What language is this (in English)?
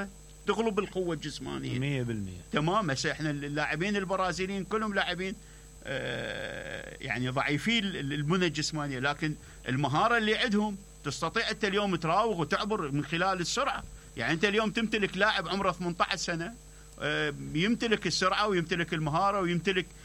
Mesopotamian Arabic